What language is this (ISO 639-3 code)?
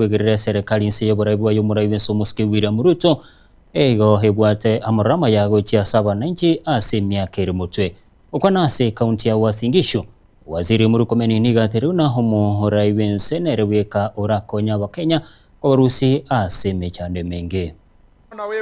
guz